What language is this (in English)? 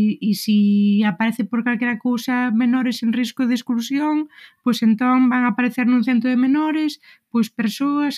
Galician